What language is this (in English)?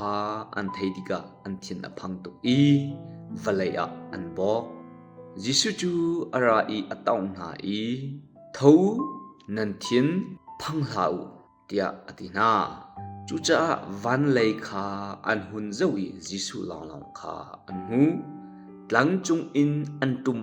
Hakha Chin